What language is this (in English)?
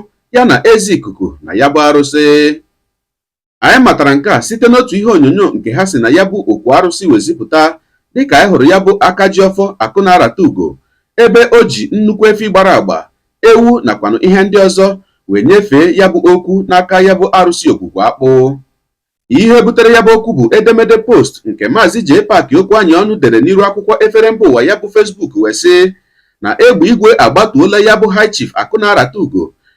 Igbo